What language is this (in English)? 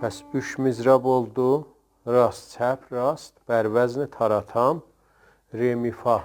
South Azerbaijani